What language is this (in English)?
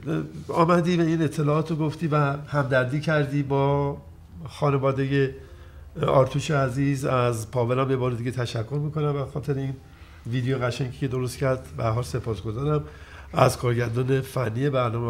Persian